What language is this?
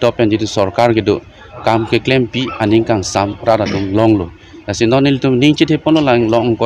Karbi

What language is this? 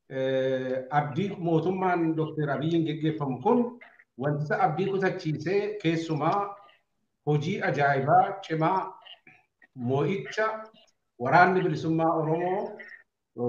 Oromo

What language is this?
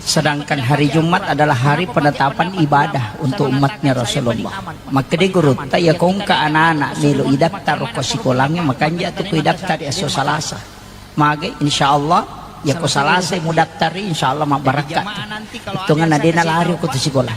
Buginese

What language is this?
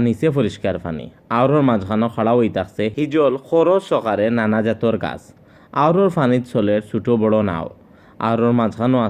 Sylheti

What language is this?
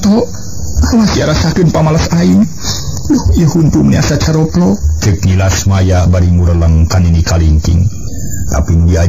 Sundanese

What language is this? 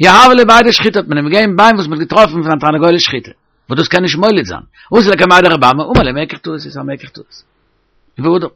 Yiddish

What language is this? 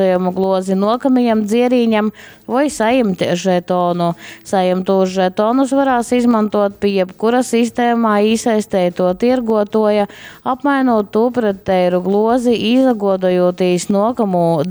Latgalian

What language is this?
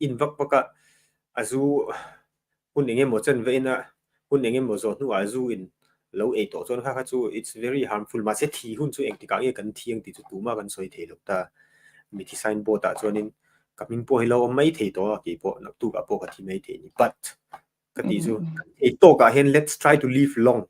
Mizo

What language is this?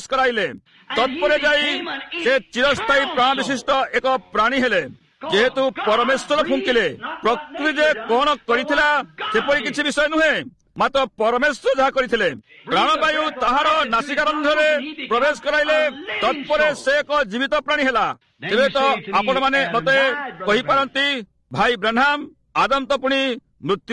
Odia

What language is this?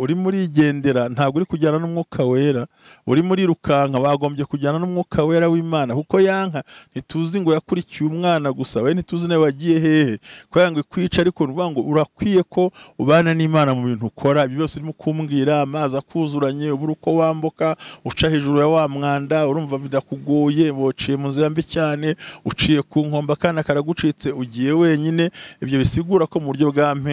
Kinyarwanda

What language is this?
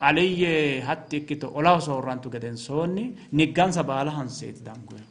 Sidamo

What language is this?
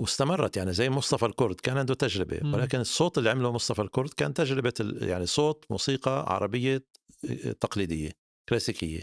North Levantine Arabic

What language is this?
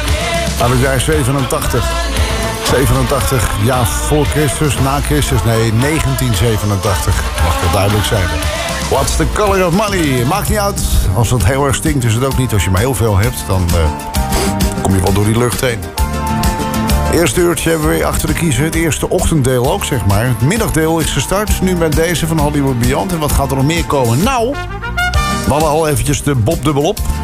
Dutch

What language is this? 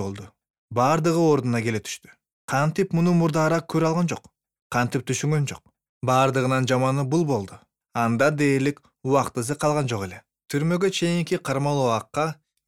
Kyrgyz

